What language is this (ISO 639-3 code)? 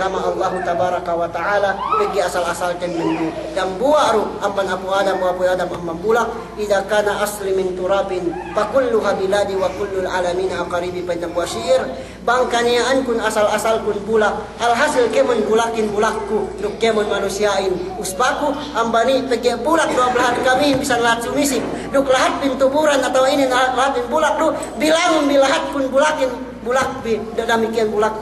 yka